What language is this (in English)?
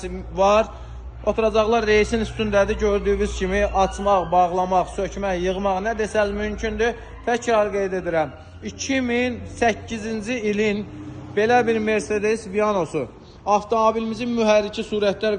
Azerbaijani